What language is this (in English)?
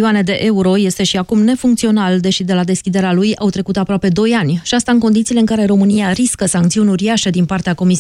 Romanian